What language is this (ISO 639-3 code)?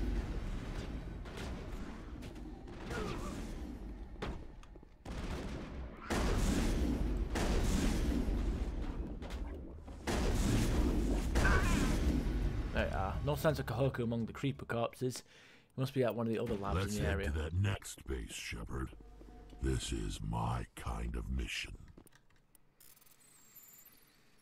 eng